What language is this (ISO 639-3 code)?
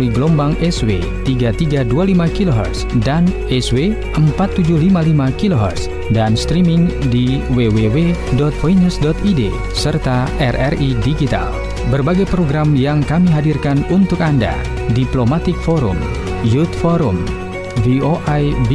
ind